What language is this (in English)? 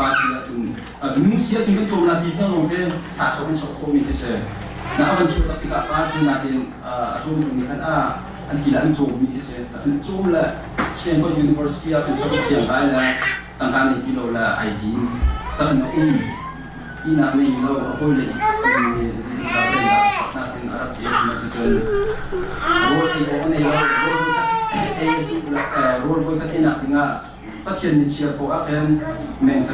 Hakha Chin